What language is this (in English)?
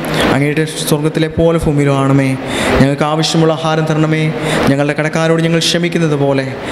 Malayalam